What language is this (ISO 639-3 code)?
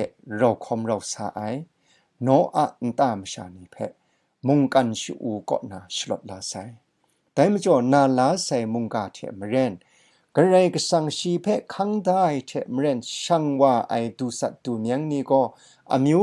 kac